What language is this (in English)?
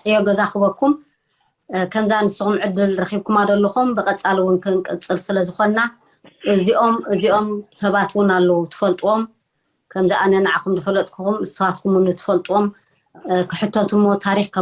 Tigrinya